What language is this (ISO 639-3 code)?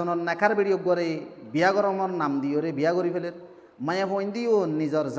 rhg